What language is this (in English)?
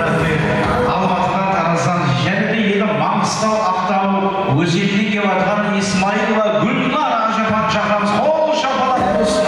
Kara-Kalpak